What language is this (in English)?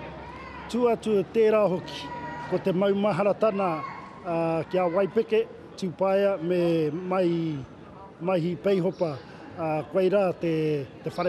Māori